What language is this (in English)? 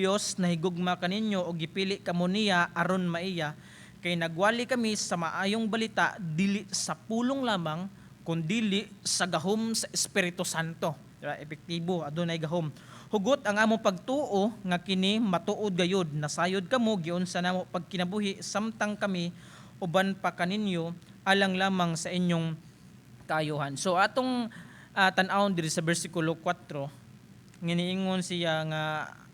Cebuano